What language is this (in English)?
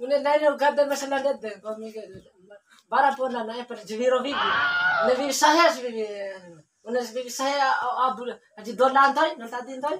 Bima